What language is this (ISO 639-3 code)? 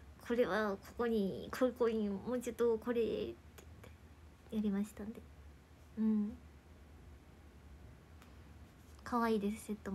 jpn